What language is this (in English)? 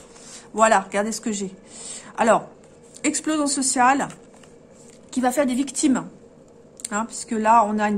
French